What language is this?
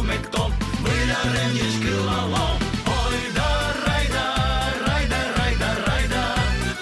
Udmurt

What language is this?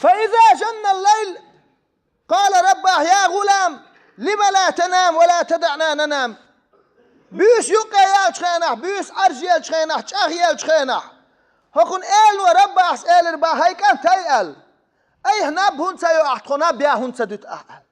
Chechen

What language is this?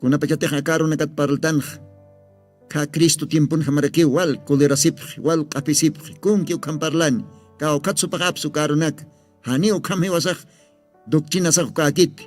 Aymara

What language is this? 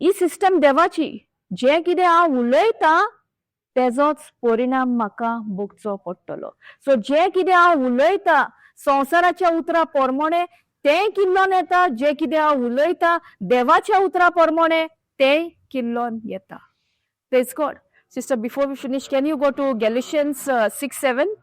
Konkani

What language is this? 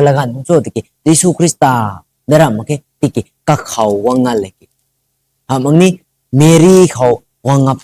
Rongmei Naga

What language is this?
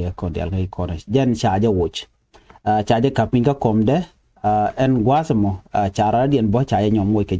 Nuer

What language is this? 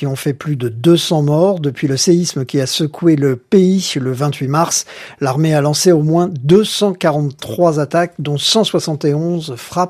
French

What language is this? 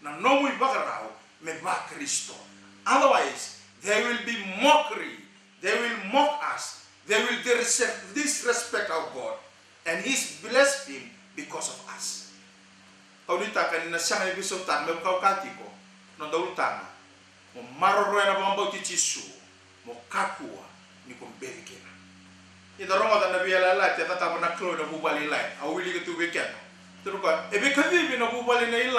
Fijian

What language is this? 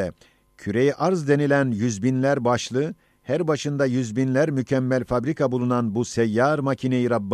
Ottoman Turkish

